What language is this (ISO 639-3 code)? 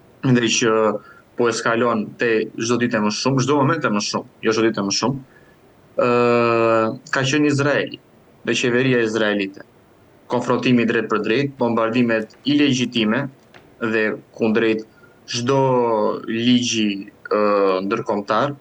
sqi